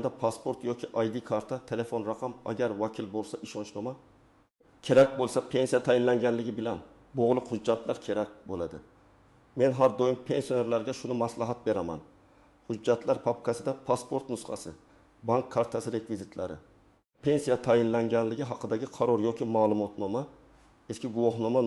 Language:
Uzbek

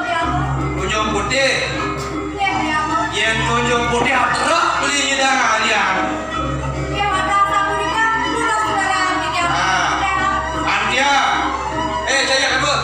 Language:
Balinese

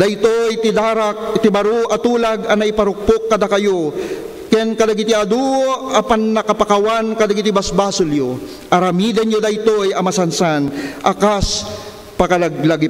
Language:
Iloko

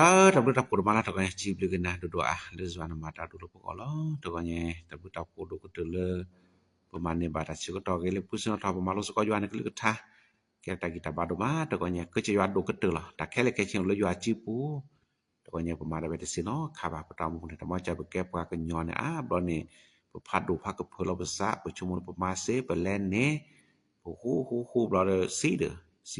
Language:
S'gaw Karen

